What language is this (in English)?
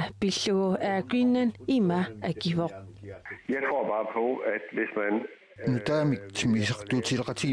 Kalaallisut